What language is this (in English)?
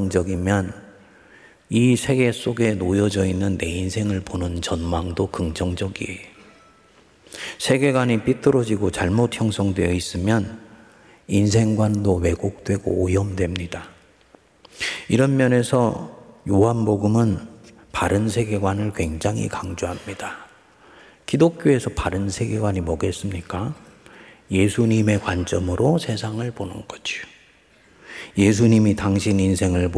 Korean